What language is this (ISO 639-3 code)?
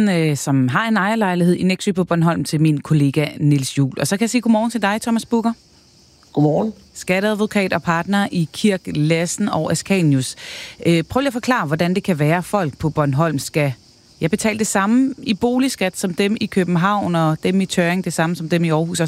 dan